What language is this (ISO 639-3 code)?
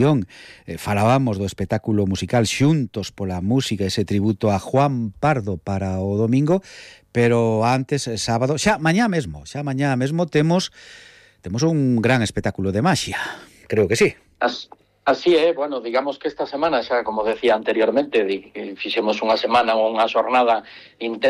glg